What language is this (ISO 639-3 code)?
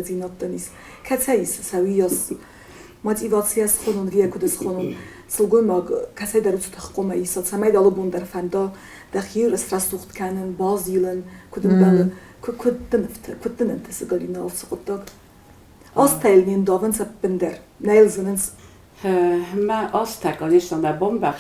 oss